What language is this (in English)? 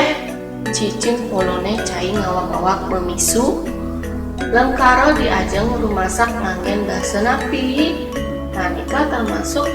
Balinese